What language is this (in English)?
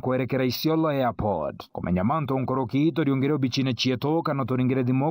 Meru